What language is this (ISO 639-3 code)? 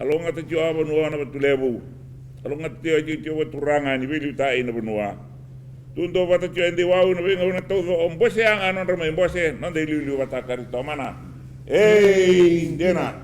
fij